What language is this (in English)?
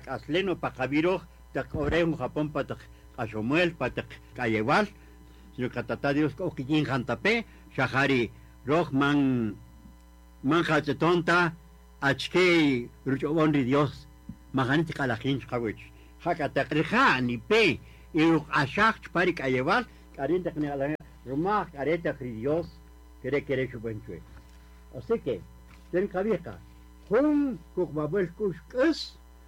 Kaqchikel